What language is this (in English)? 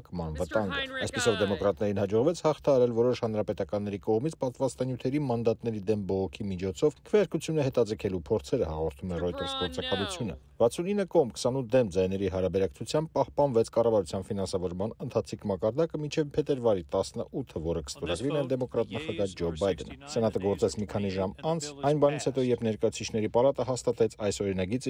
Armenian